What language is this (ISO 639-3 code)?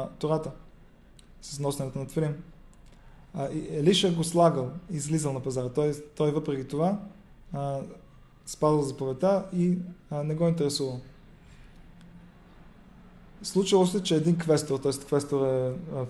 bul